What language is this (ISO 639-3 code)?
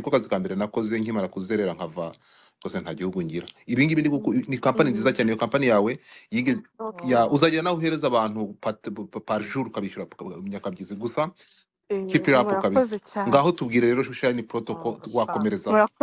kin